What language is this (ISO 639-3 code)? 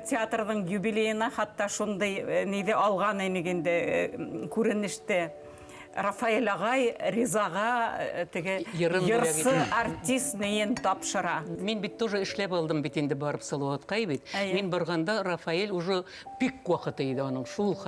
bak